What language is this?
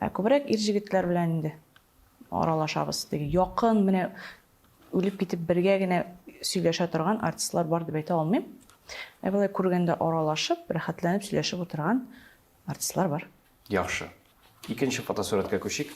Tatar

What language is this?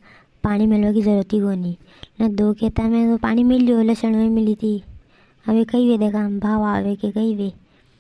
Rajasthani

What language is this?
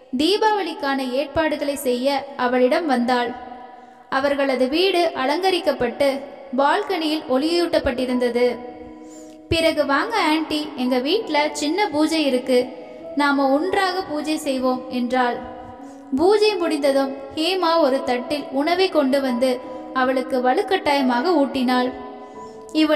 Tamil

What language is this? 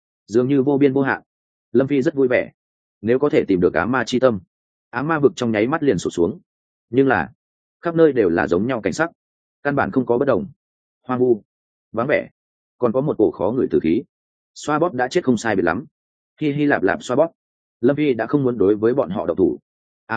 Vietnamese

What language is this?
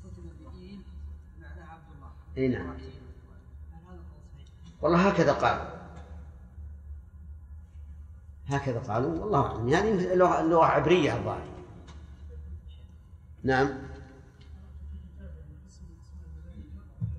Arabic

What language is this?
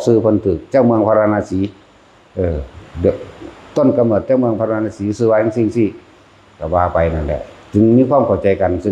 Northeastern Thai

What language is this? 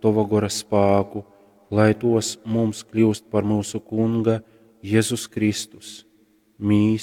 Latgalian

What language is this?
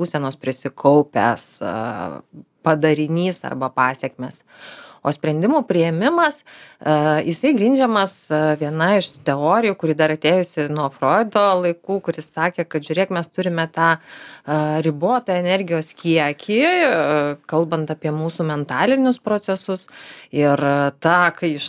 Lithuanian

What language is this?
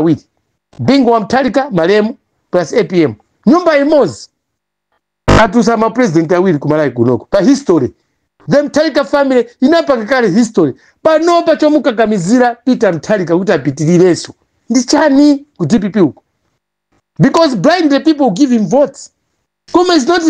Nyanja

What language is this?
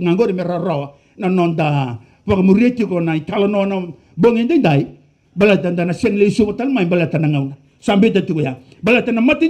Fijian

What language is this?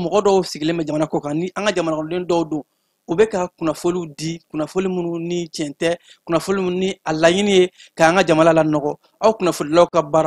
Bambara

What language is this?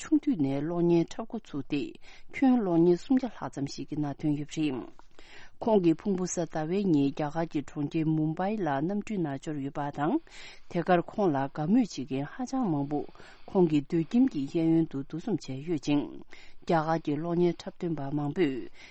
Tibetan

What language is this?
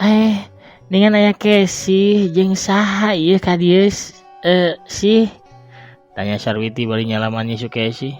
Sundanese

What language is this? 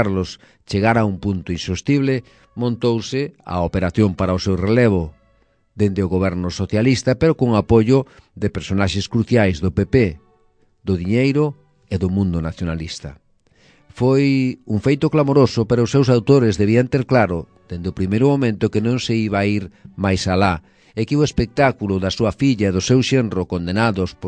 Galician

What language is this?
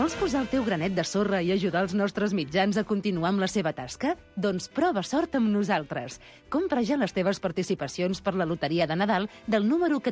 Catalan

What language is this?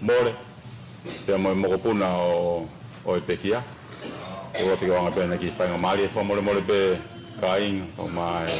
Tongan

